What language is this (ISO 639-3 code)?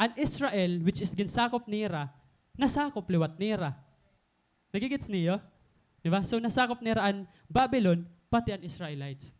war